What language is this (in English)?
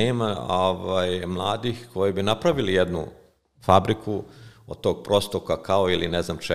Serbian